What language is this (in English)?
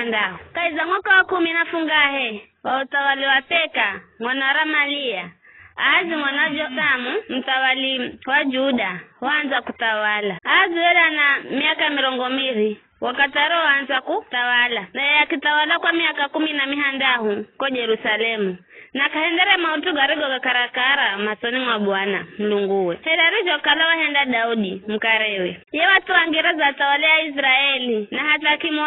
Giryama